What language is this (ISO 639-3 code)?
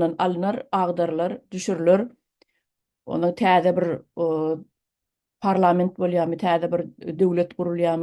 tuk